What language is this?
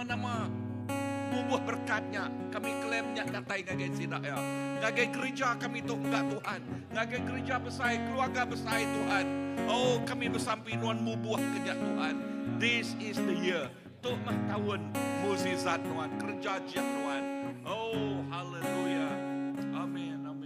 Iban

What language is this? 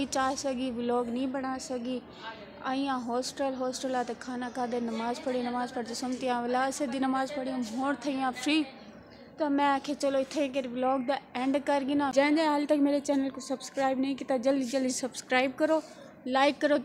Saraiki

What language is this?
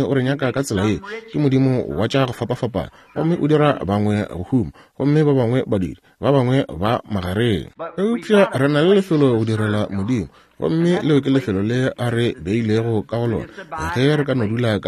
Northern Sotho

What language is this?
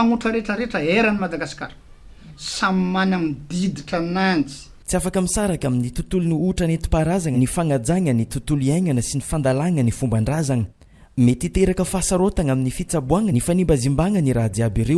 Malagasy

